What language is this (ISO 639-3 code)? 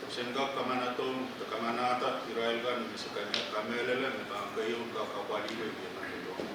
pon